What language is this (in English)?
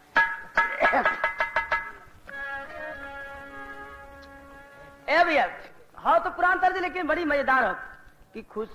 Bhojpuri